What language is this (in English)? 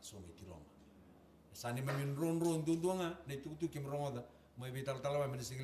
Fijian